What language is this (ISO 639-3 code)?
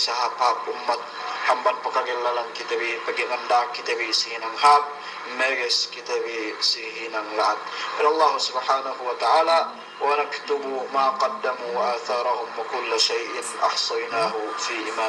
yka